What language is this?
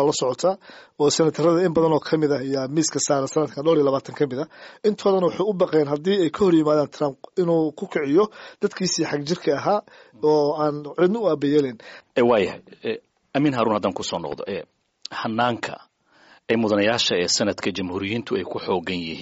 Somali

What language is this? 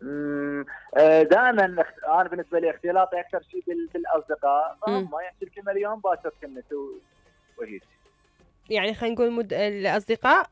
Mesopotamian Arabic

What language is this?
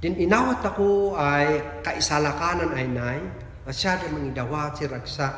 Kankanaey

